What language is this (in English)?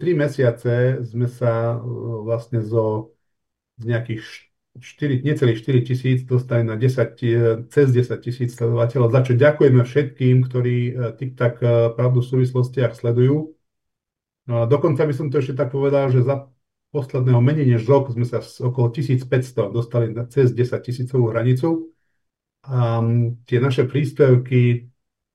Slovak